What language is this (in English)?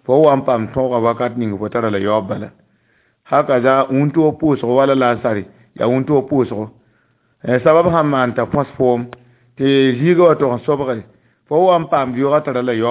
Mossi